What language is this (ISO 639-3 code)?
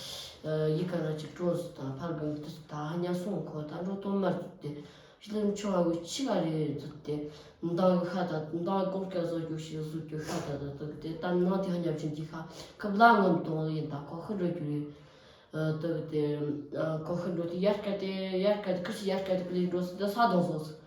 adx